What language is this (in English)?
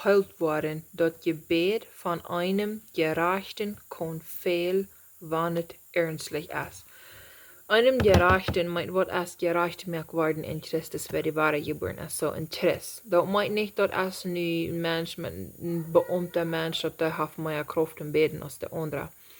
Plautdietsch